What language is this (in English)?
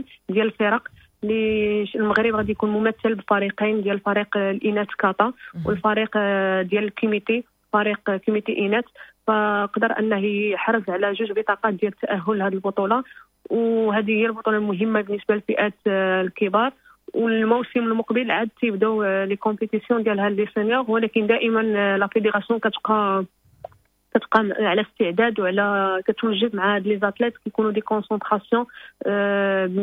Moroccan Arabic